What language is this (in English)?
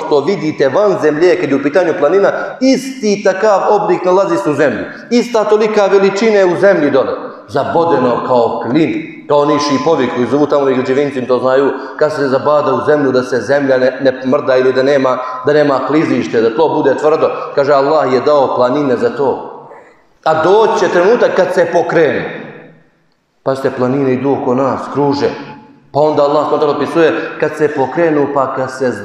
Bosnian